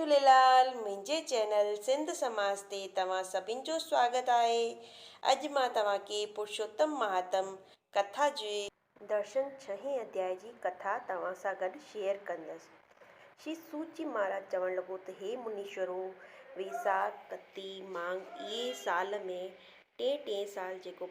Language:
Sindhi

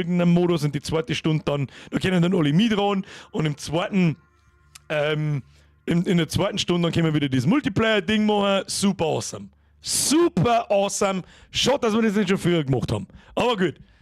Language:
Bavarian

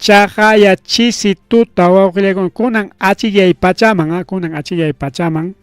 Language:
Ayacucho Quechua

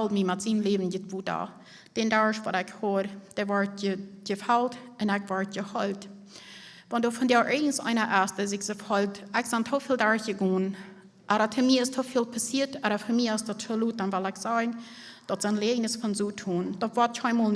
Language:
Plautdietsch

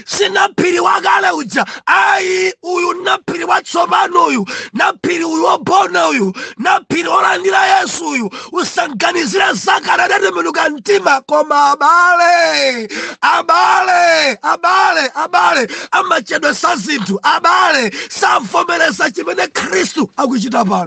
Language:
Nyanja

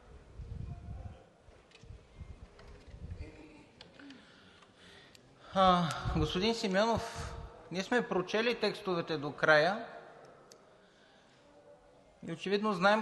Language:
Bulgarian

